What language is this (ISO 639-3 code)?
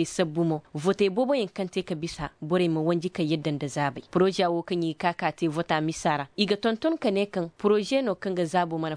ses